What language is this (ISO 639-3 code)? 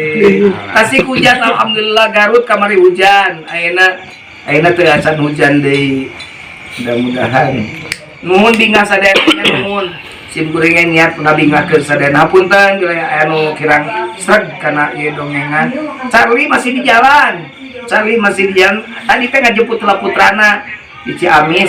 sun